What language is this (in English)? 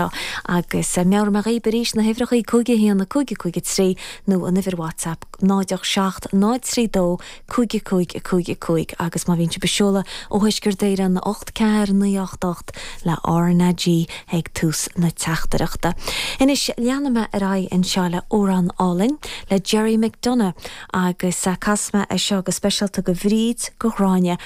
Irish